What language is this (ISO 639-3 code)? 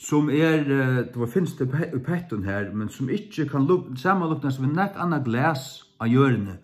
fao